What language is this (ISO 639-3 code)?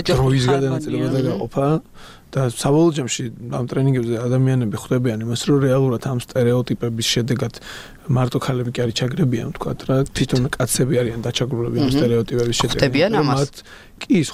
kat